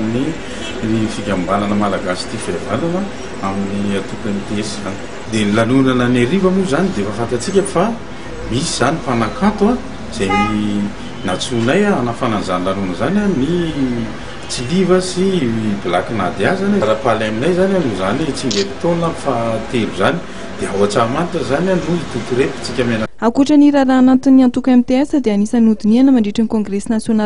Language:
Malagasy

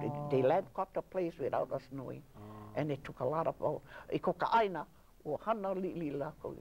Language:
Hawaiian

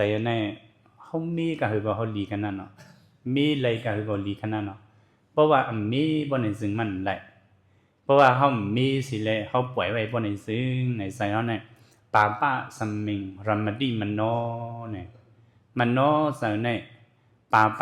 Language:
Shan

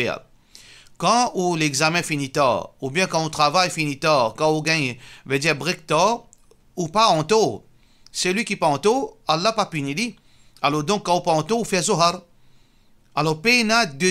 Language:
Morisyen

